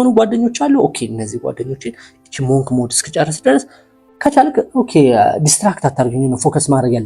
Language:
Amharic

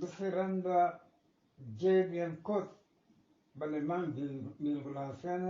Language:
Eastern Balochi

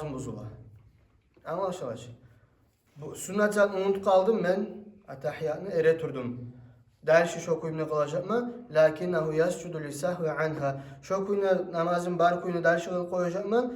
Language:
Kumyk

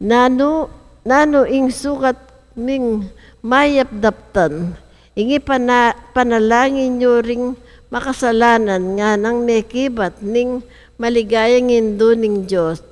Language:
Pampanga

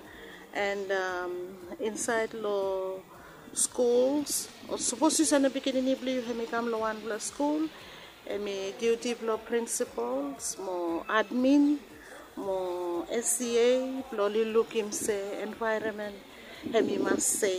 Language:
Bislama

